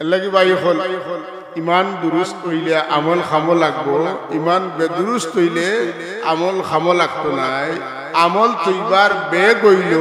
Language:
Sylheti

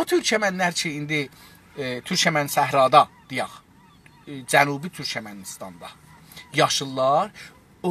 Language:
South Azerbaijani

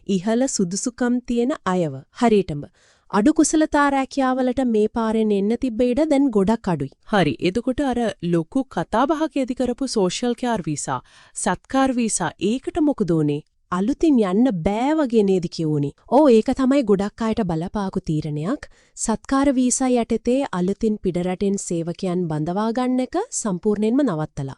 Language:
Sinhala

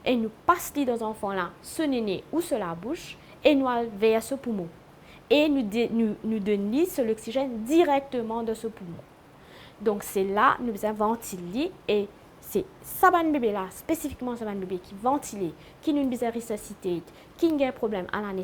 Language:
Morisyen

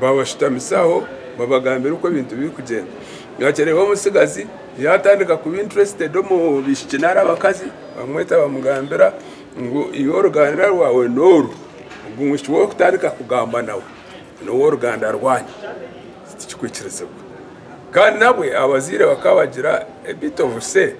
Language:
Nyankole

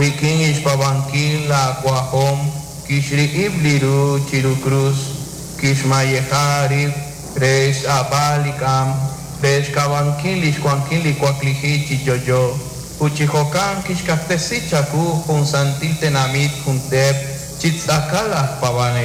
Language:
Kekchí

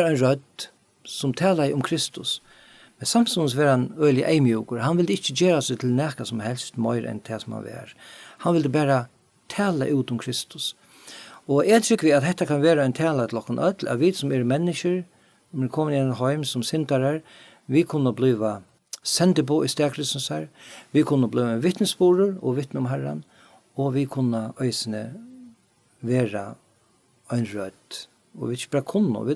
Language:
Faroese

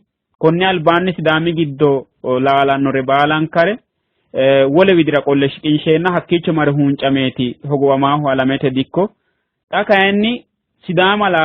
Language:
Sidamo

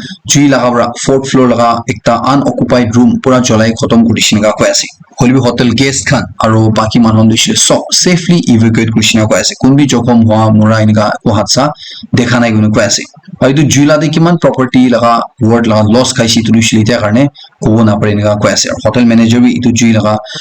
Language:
Naga Pidgin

